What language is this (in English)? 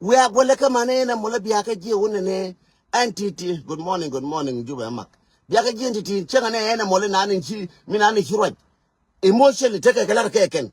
Nuer